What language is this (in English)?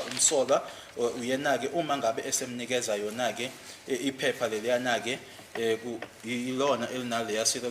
Zulu